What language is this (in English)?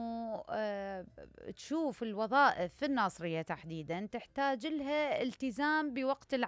Mesopotamian Arabic